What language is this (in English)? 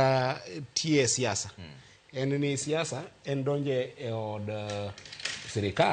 Luo (Kenya and Tanzania)